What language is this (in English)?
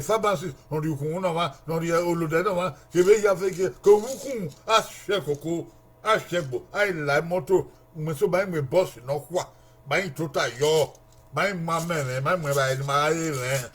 Bini